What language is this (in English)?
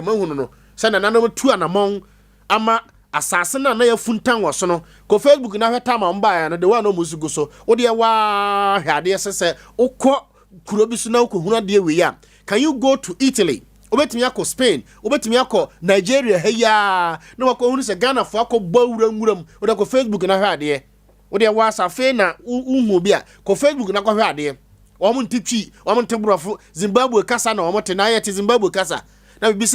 Akan